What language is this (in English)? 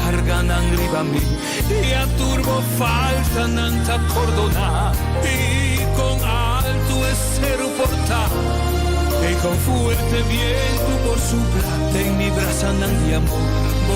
Papiamento